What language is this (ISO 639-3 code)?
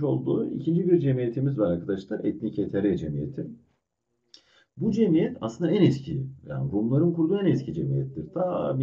tur